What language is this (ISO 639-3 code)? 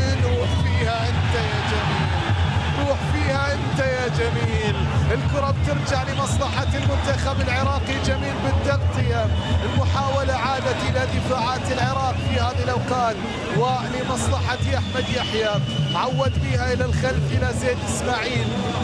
ara